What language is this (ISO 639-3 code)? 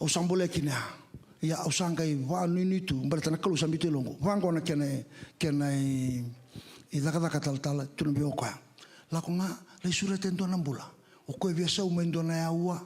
fij